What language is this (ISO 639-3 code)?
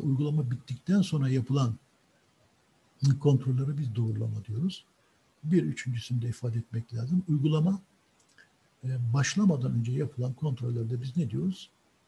tur